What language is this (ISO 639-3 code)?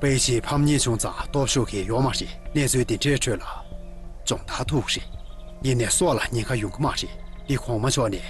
bod